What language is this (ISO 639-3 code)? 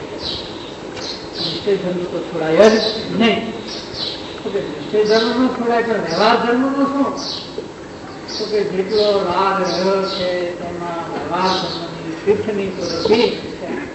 guj